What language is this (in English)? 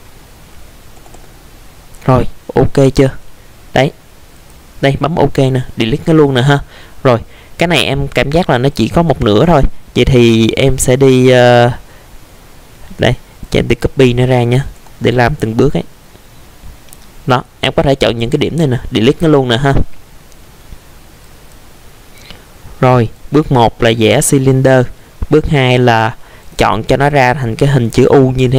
Vietnamese